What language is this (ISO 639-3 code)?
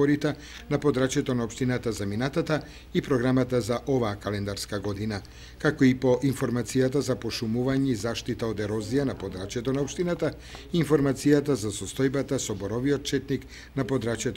mkd